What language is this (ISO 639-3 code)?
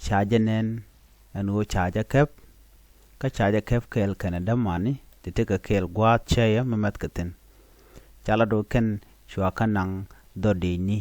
nus